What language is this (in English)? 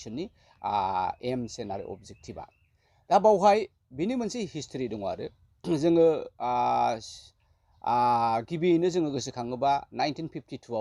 Bodo